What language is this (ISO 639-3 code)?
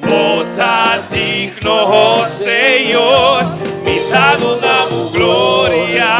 pap